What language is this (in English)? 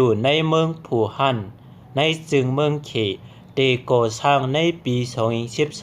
Shan